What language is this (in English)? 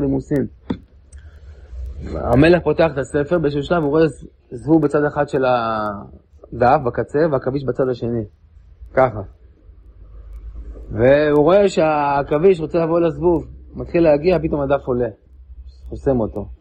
Hebrew